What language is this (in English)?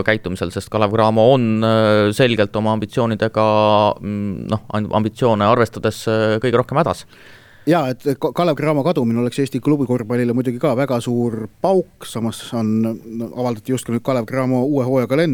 Estonian